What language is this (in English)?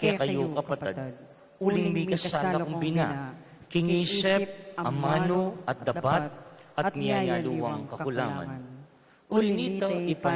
Pampanga